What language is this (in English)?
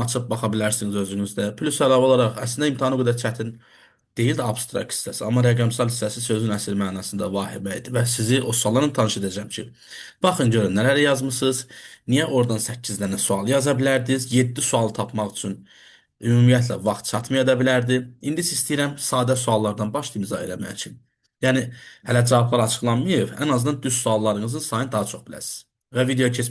Azerbaijani